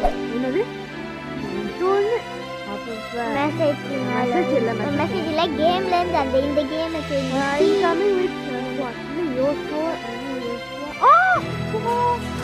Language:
Tamil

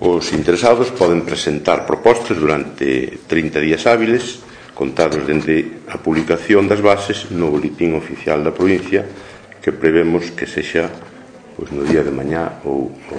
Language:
Galician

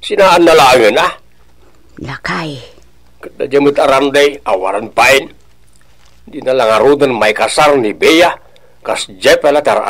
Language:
Iloko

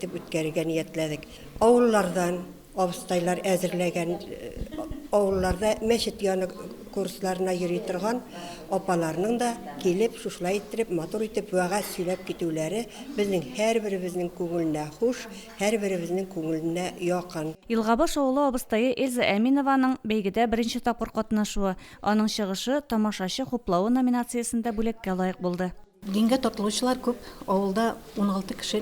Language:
Tatar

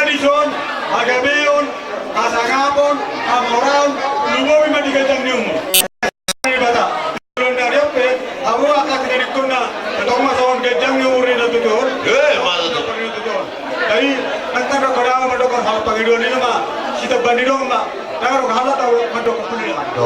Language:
Batak Toba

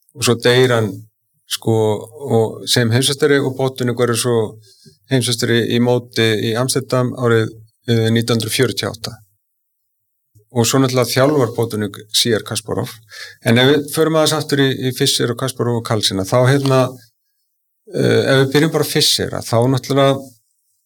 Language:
Icelandic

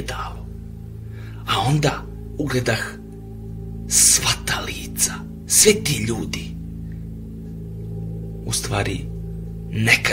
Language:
Serbian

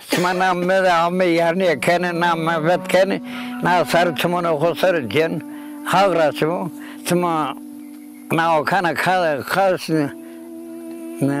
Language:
Zaza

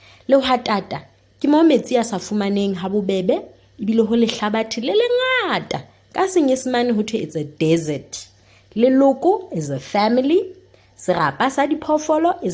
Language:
Southern Sotho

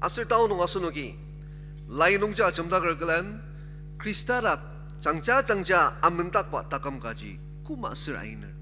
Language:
Ao Naga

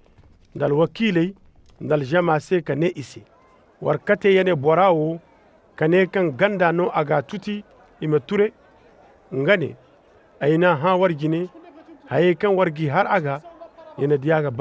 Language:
Koyraboro Senni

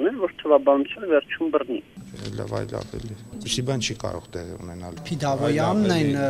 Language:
Armenian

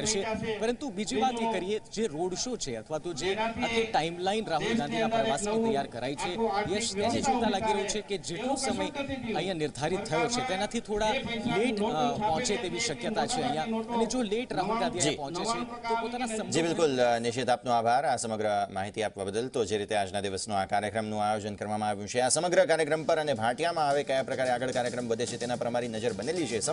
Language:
Gujarati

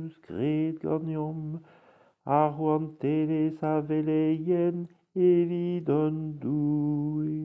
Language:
Breton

